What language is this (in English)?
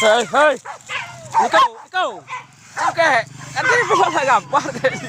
Minangkabau